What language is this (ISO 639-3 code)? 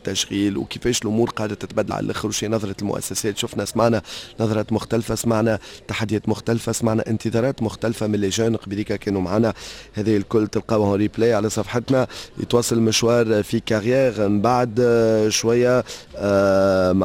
aeb